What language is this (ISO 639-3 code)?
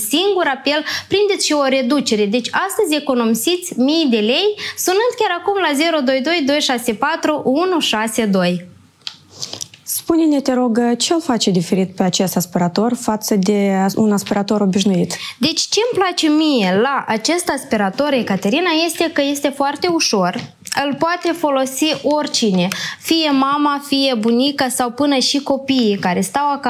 ron